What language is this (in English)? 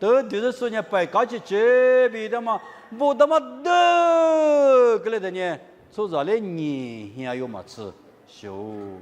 Lisu